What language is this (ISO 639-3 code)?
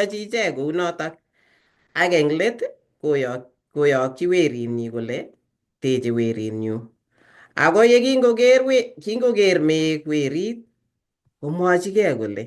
kln